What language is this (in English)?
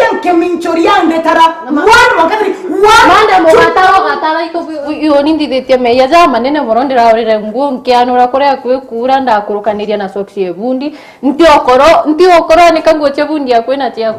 Meru